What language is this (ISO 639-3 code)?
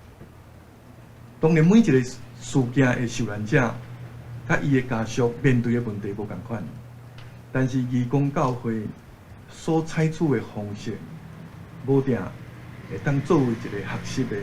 nan